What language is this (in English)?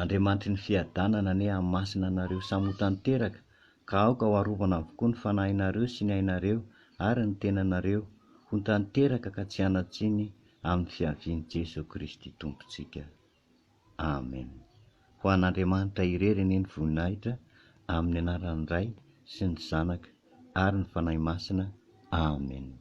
Malagasy